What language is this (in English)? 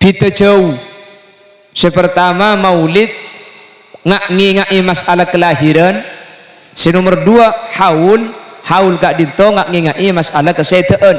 Madurese